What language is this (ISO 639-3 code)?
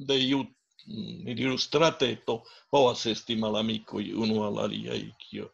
epo